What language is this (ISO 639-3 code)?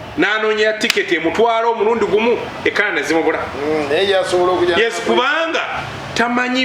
lug